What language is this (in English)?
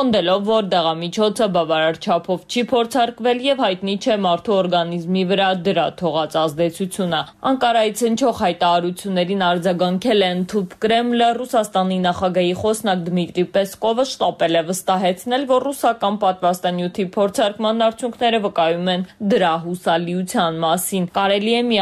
Armenian